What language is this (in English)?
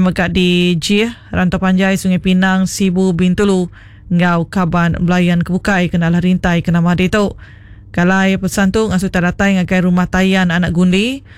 Iban